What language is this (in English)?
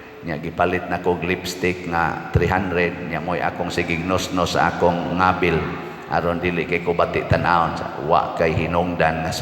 Cebuano